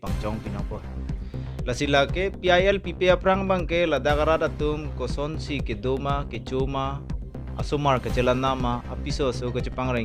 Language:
Karbi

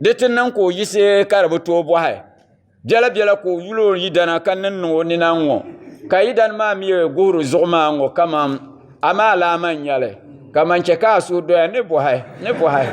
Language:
Dagbani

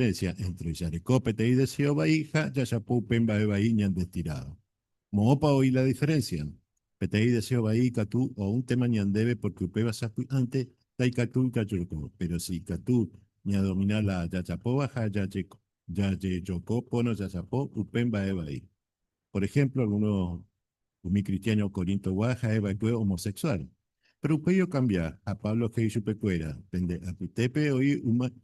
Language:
Guarani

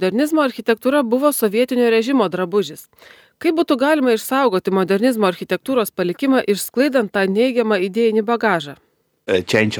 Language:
Lithuanian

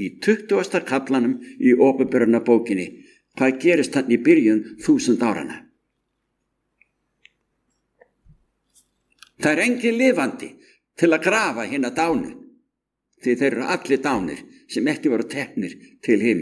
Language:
Icelandic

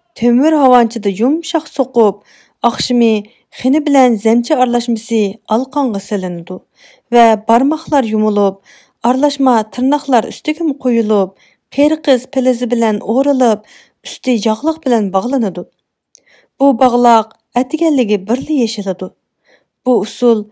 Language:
Uyghur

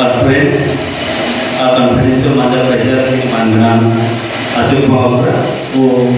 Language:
Kok Borok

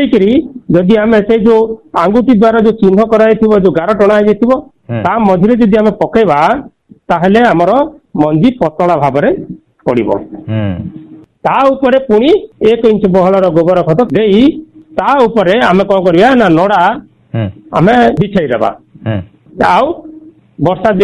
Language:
Odia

